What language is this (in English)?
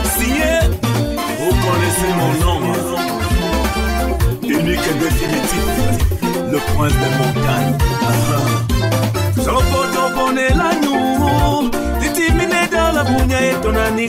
French